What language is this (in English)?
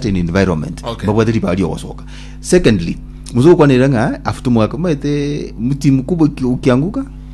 Gusii